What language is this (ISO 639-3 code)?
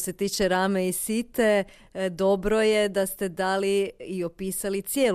hrv